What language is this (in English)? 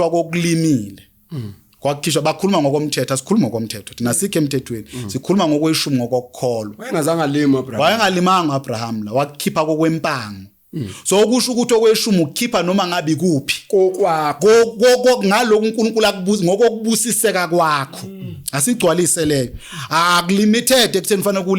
Zulu